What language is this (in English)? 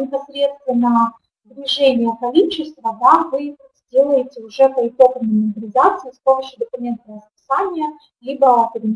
Russian